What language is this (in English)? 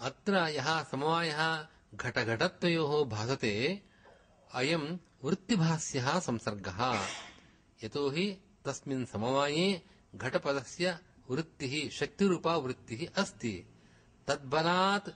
Sanskrit